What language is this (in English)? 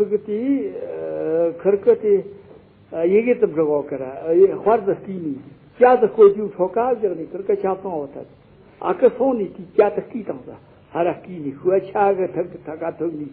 Tibetan